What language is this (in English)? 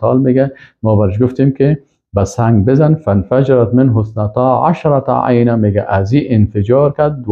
Persian